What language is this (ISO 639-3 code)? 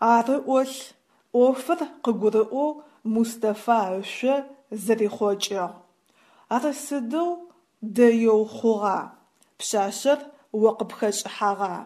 ady